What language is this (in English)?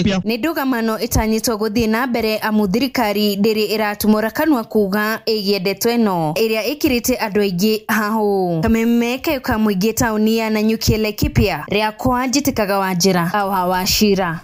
Kikuyu